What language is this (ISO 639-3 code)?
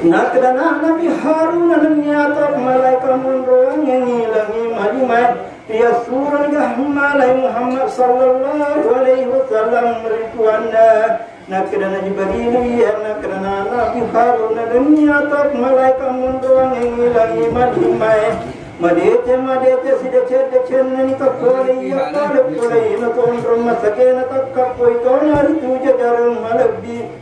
bug